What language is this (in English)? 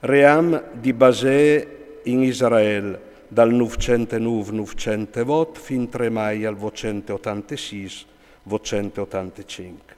Friulian